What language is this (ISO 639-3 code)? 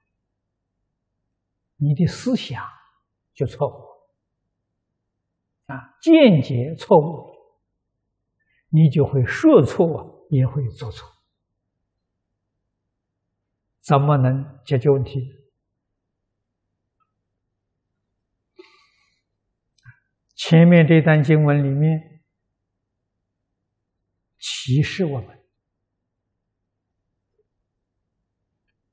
zho